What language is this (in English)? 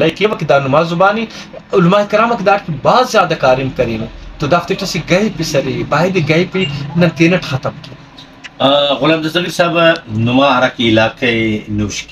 Brahui